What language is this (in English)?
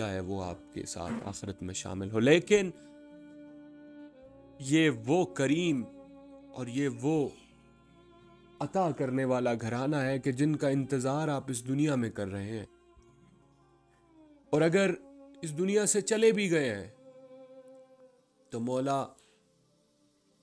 Urdu